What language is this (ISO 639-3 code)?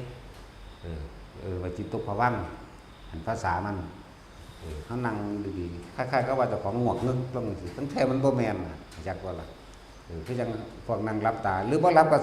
tts